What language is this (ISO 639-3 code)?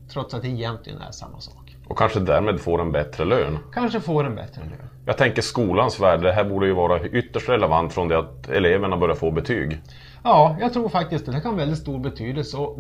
swe